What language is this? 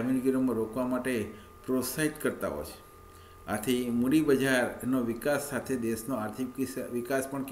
Gujarati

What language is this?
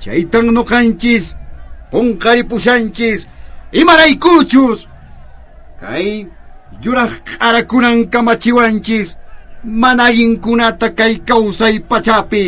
Quechua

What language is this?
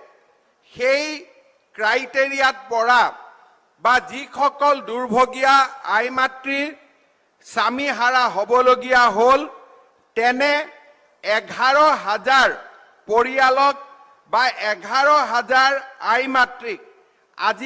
Assamese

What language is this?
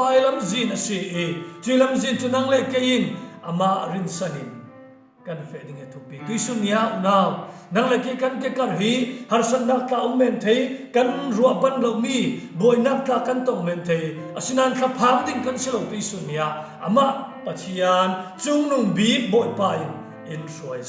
Falam Chin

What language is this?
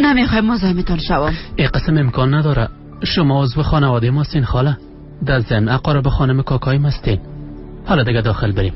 Persian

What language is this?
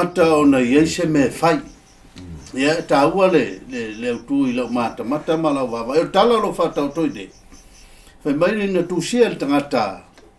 Samoan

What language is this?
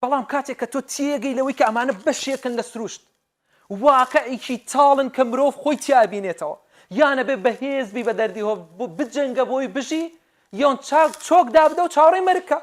Central Kurdish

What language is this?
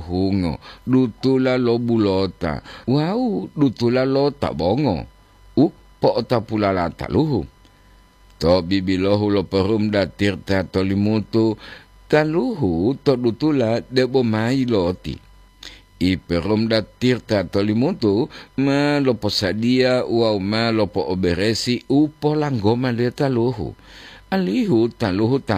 Gorontalo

